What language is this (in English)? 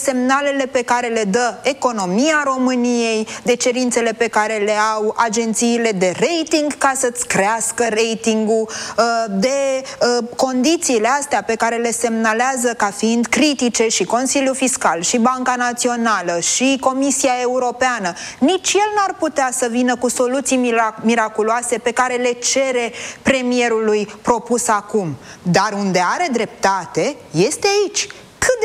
Romanian